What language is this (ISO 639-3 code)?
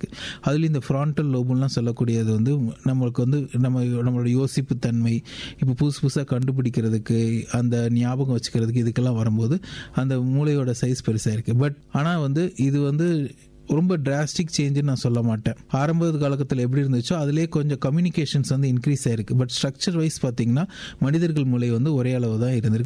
tam